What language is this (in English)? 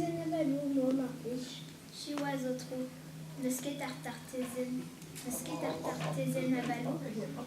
Breton